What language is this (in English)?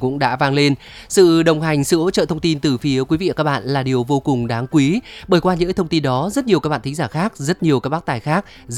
Vietnamese